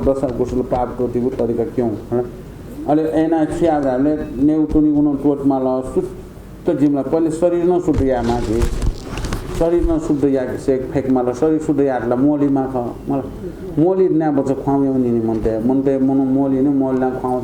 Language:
Newari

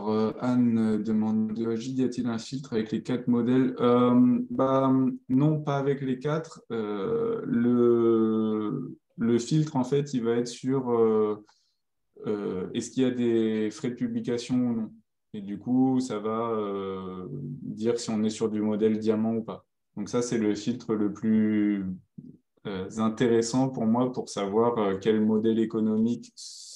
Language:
French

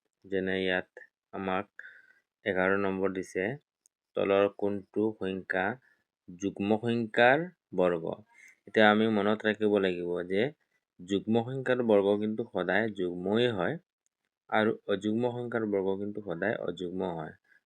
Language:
Assamese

